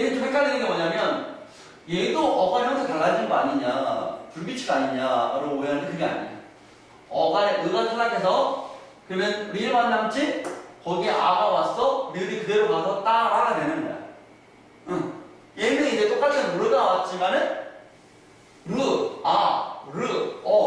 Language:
Korean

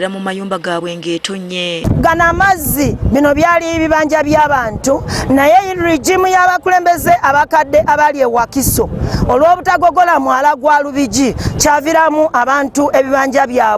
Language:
Ganda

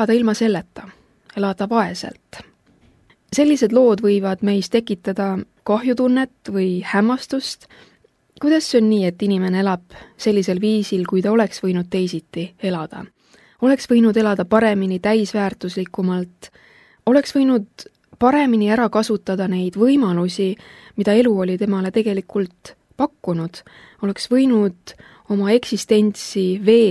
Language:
Estonian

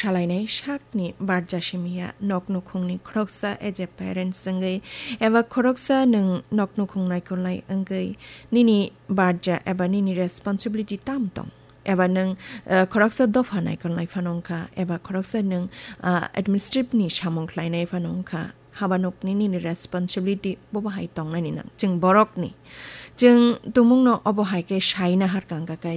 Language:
Kok Borok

